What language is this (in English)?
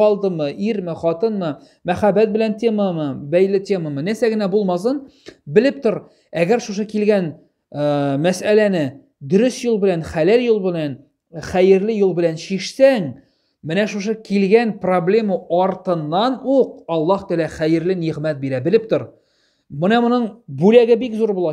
Tatar